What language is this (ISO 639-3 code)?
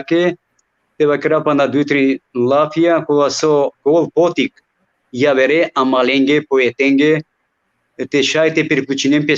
rmn